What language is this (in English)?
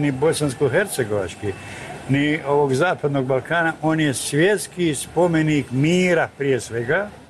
Bosnian